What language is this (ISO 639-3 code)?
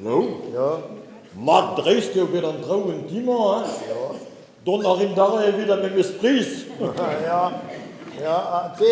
bre